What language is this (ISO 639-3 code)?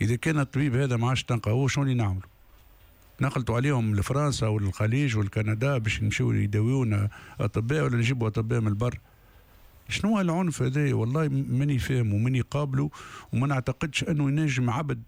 aeb